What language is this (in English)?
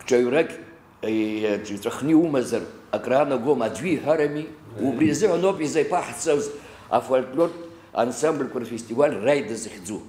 Abkhazian